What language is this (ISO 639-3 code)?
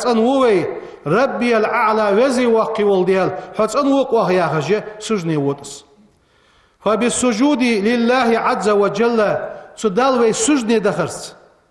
inh